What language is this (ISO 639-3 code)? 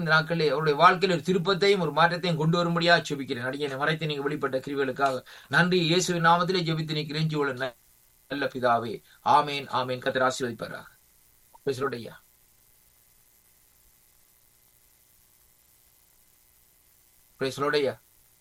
tam